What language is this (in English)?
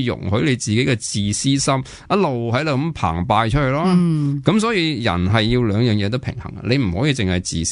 Cantonese